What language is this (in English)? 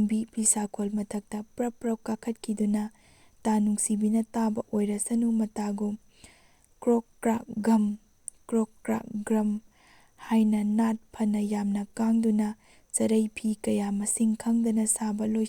Manipuri